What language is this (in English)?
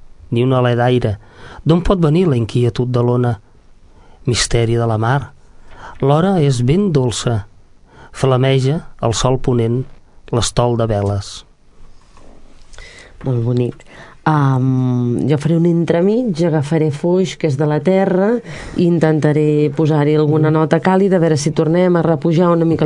Catalan